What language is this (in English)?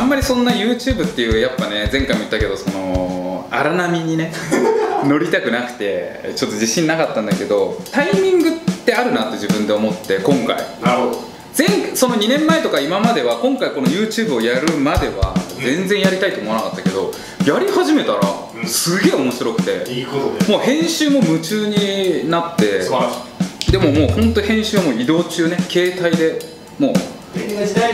Japanese